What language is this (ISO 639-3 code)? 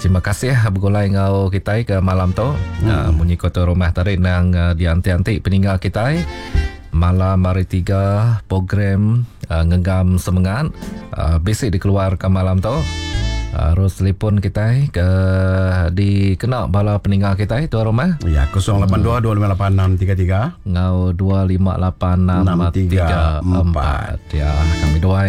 iba